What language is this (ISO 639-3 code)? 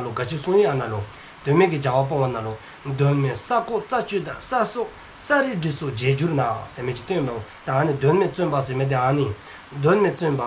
dzo